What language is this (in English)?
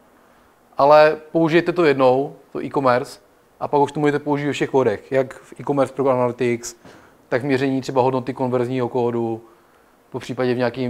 Czech